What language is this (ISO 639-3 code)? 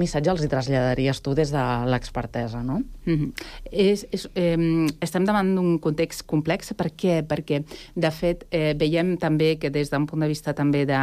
cat